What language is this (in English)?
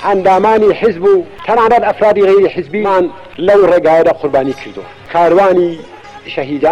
Central Kurdish